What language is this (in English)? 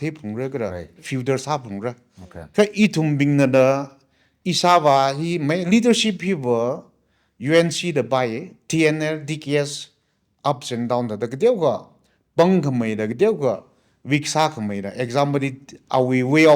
Tangkhul Naga (India)